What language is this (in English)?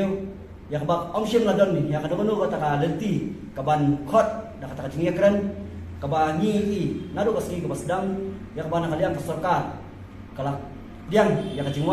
Khasi